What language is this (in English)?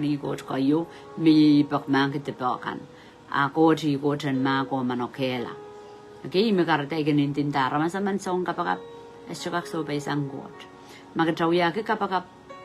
Pohnpeian